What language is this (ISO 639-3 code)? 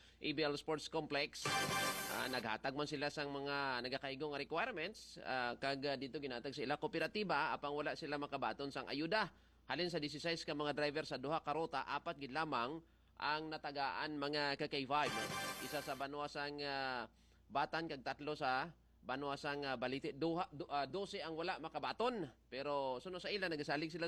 hil